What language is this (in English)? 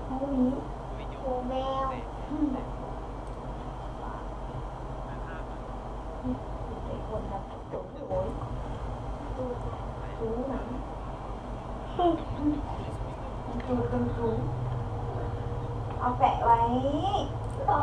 Thai